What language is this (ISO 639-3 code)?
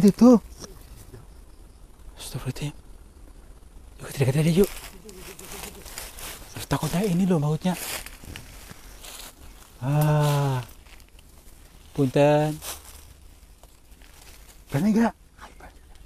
ind